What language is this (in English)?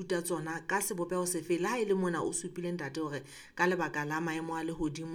Southern Sotho